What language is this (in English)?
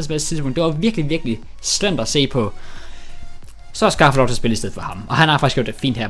Danish